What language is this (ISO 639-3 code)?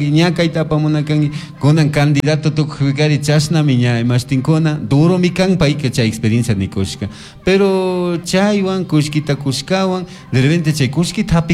qug